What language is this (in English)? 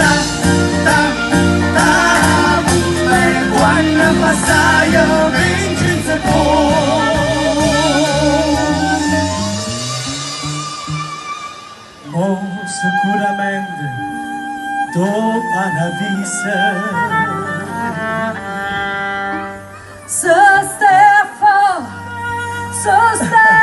Italian